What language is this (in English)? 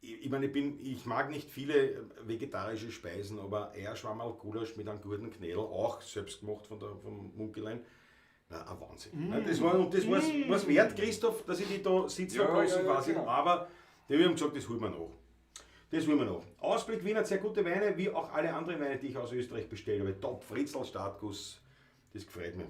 Bavarian